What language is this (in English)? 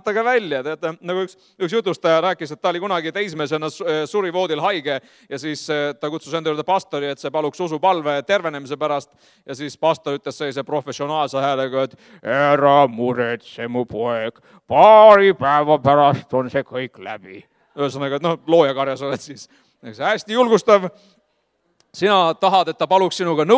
Estonian